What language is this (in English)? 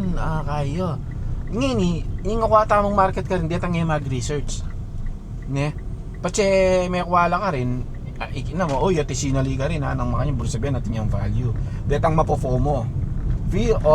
Pampanga